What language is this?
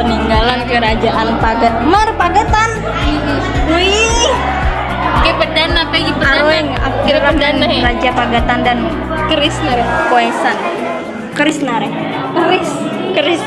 Banjar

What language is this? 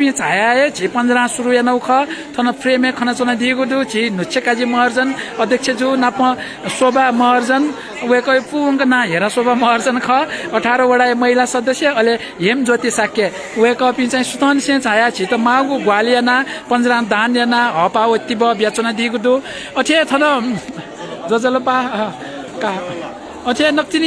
Newari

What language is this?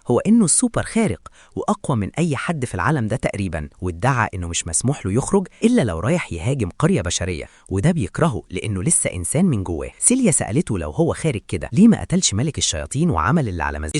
Egyptian Arabic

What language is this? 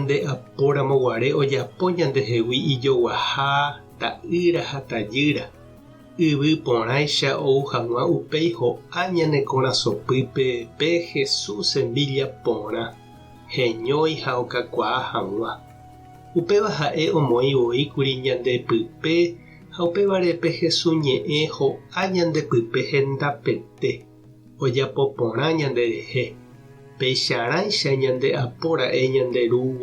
Guarani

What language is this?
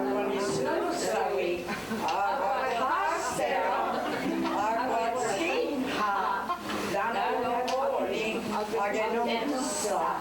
Mohawk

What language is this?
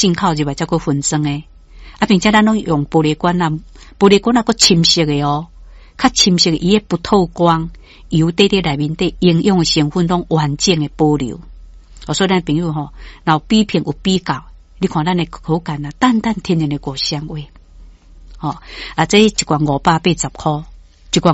Min Nan Chinese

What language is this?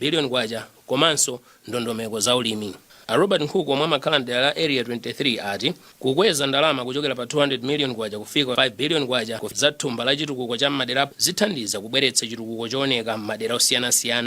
Nyanja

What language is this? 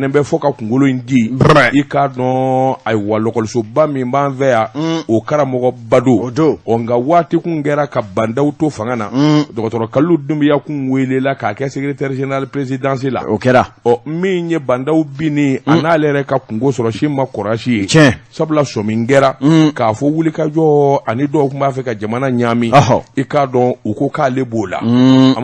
Bambara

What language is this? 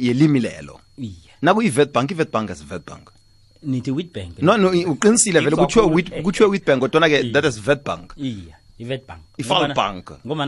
South Ndebele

